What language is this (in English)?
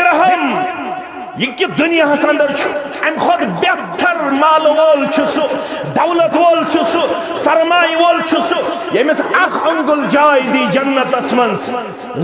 Kashmiri